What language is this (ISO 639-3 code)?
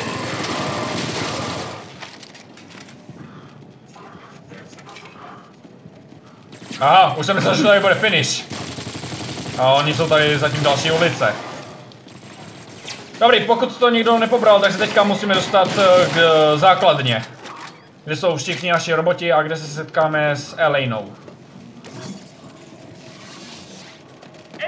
ces